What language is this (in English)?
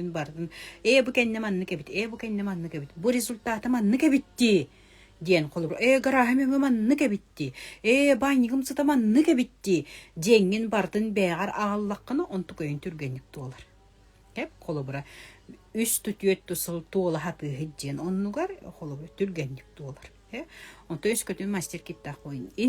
Yakut